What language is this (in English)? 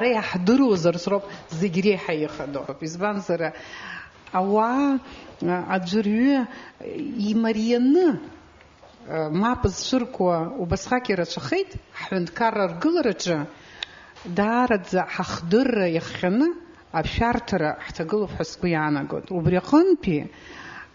Abkhazian